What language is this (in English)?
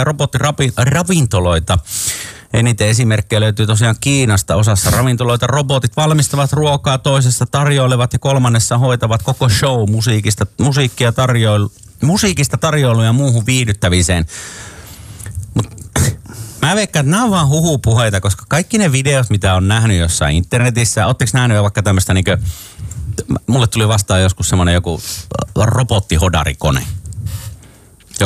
Finnish